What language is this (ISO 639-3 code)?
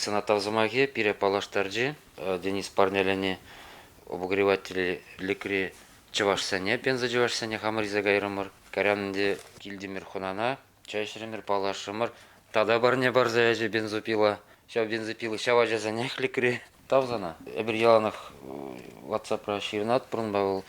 chv